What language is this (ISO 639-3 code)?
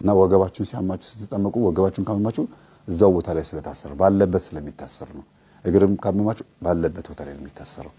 amh